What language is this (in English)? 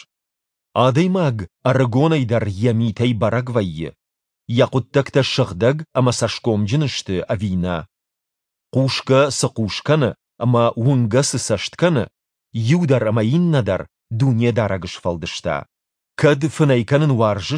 Ossetic